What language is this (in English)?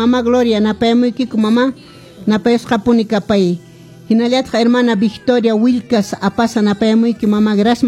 Quechua